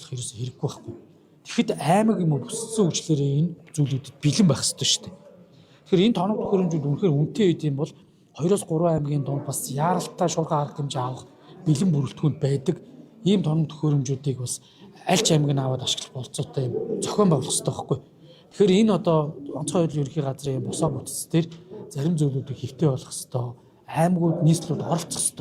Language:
Mongolian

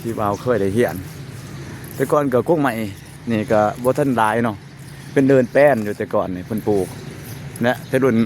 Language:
Lao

